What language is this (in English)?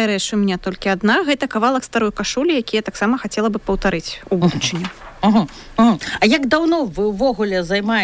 Belarusian